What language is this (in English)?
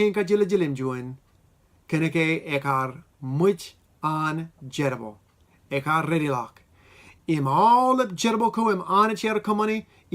Marshallese